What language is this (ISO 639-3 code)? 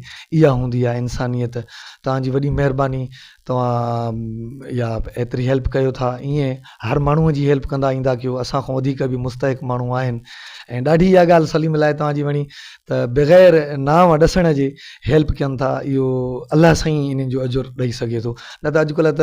snd